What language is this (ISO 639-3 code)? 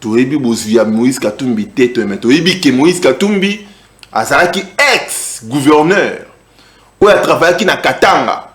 lin